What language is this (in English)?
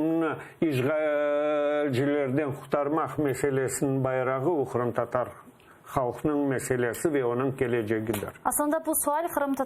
Crimean Tatar